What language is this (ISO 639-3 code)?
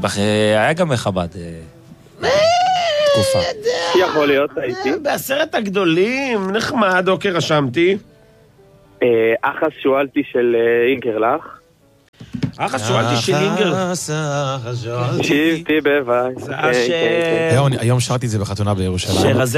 heb